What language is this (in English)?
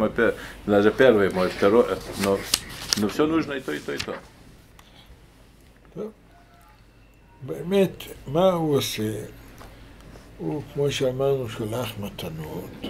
Hebrew